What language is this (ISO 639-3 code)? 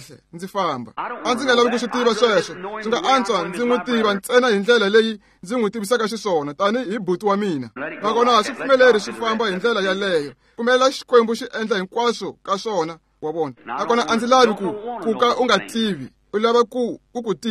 tso